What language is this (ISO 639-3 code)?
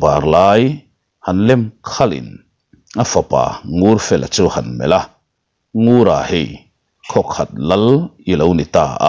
lus